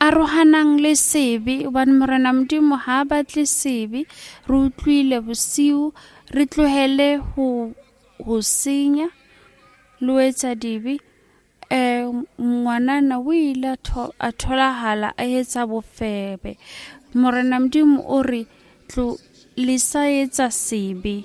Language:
Southern Sotho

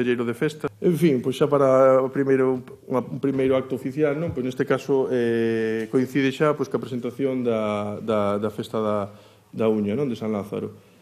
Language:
Galician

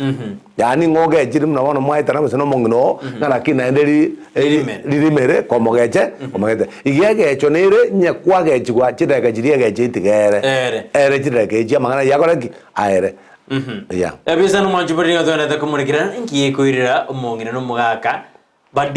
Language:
Gusii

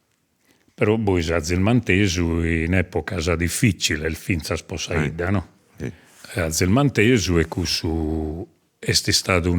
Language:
Sardinian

